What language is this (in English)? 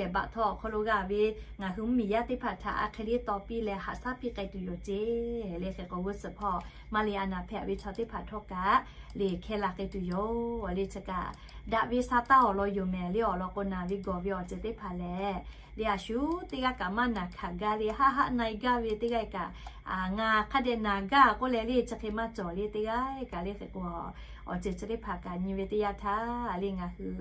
Lahu